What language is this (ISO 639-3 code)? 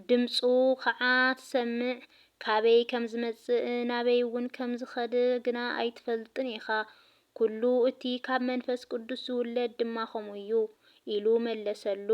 tir